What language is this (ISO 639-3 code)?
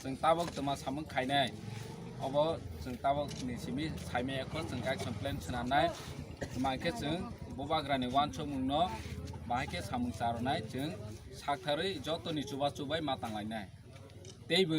trp